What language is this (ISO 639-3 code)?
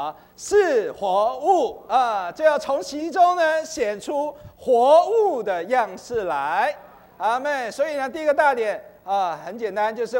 zho